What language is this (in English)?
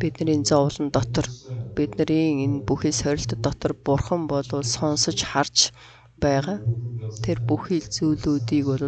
Mongolian